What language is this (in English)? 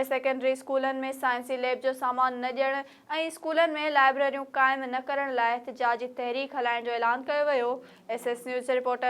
Sindhi